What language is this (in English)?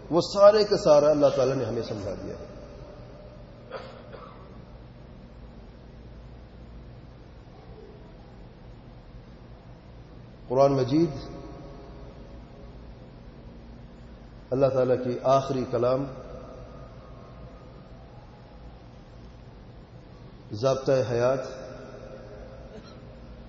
Urdu